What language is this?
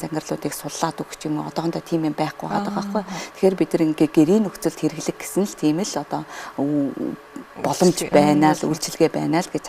Mongolian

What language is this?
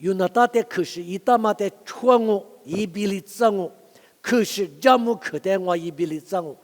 Lisu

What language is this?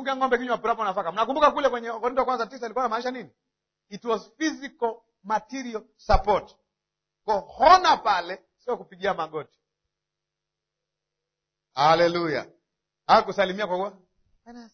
Swahili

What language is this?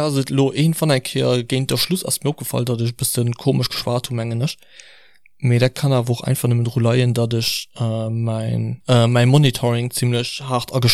Luxembourgish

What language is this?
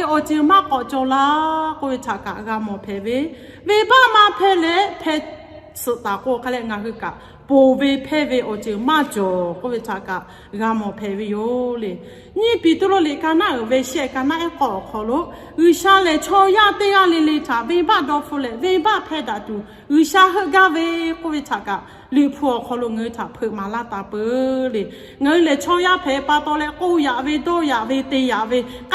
Lahu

